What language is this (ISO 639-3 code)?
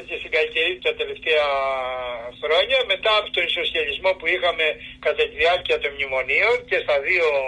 ell